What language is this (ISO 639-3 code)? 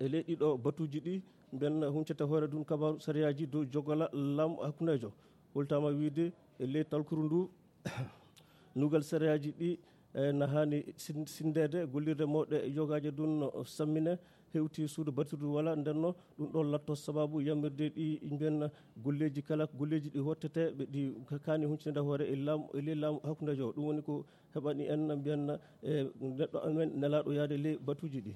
ful